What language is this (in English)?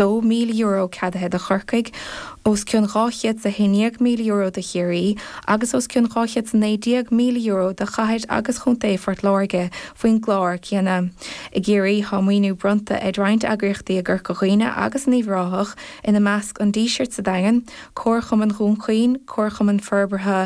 Irish